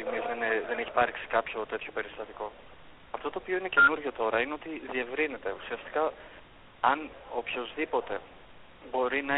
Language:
Greek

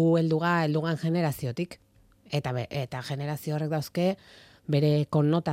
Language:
Basque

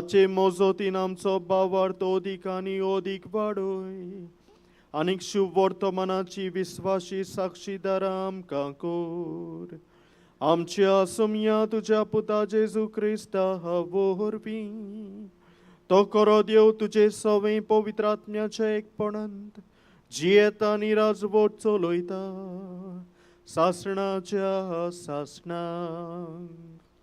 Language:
Konkani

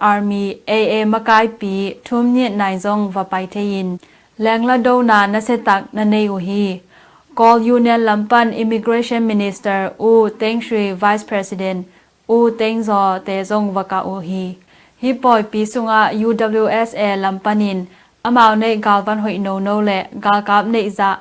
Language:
Tedim Chin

